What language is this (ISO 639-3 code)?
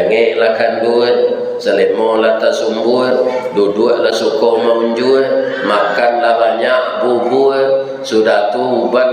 min